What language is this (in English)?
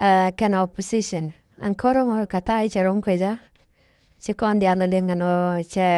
Nuer